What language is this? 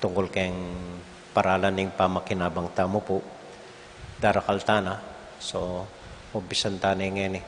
Pampanga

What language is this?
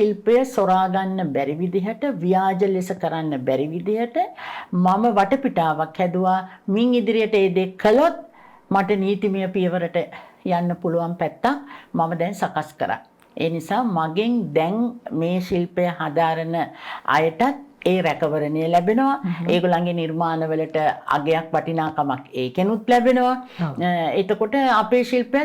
Sinhala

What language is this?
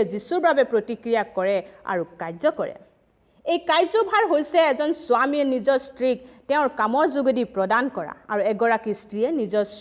Assamese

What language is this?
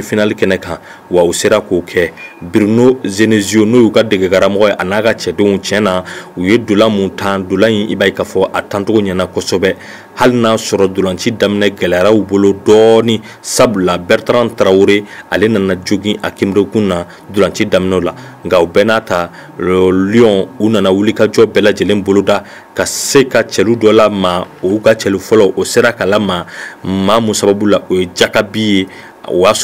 Bambara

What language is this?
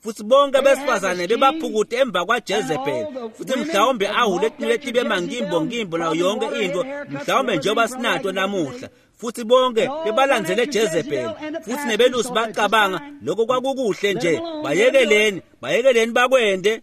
Swati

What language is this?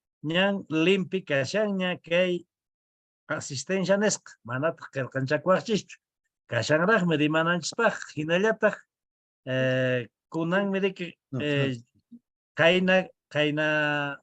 Quechua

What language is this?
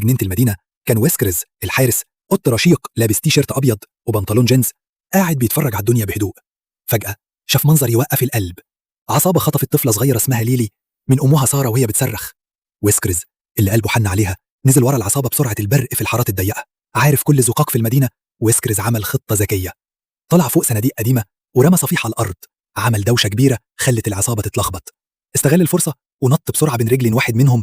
Egyptian Arabic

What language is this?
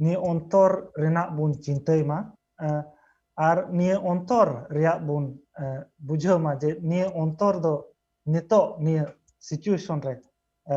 Santali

